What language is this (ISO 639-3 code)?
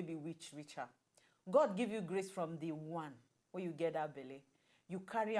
pcm